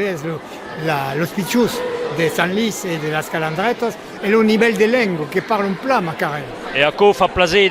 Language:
Occitan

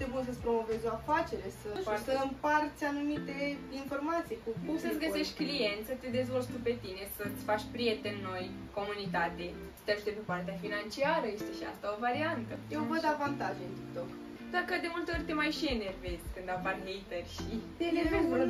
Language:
Romanian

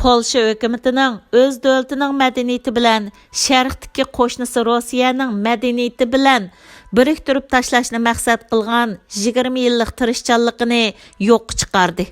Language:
Uyghur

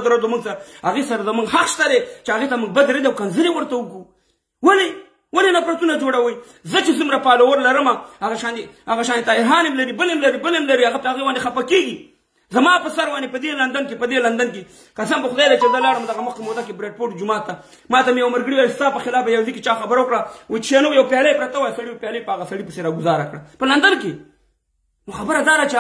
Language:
Pashto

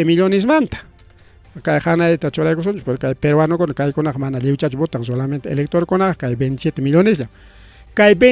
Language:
Ayacucho Quechua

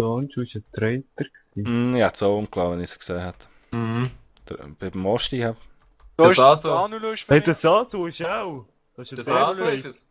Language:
Swiss German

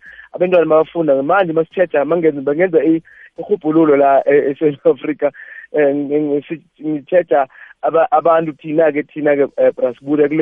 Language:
South Ndebele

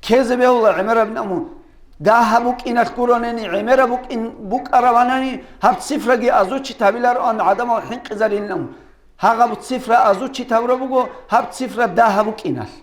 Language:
Avaric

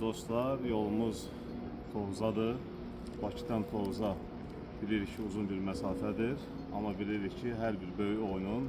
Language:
Azerbaijani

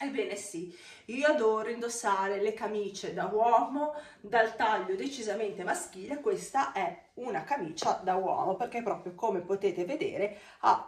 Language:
Italian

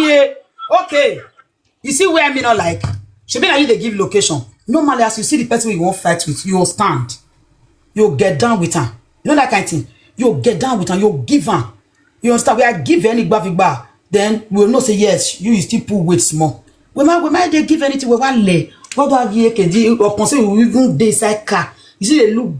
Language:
Nigerian Pidgin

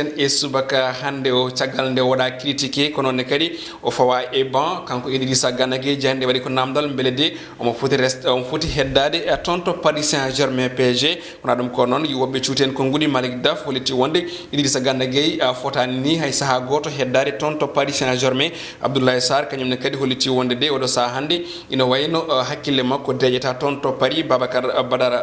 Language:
Fula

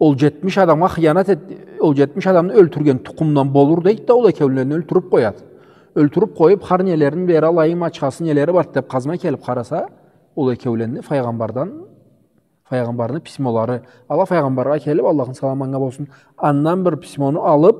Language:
Karachay-Balkar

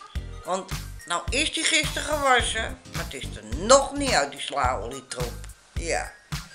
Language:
Dutch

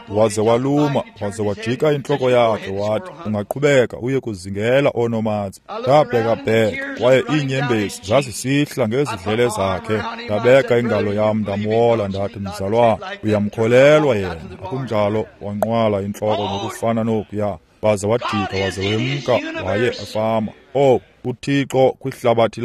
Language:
Xhosa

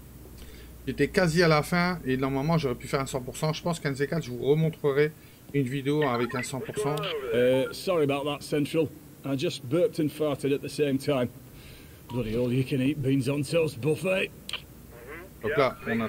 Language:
French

